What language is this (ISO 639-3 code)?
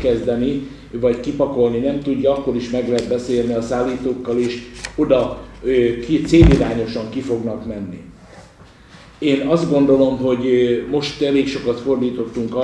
hun